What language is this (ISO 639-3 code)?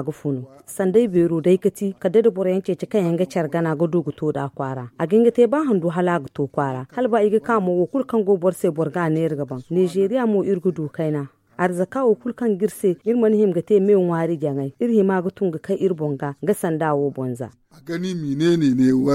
dje